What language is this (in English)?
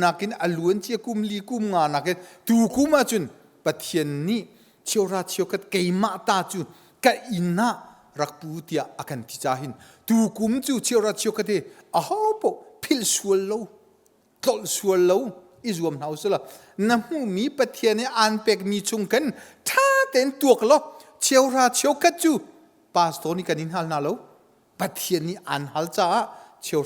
Hakha Chin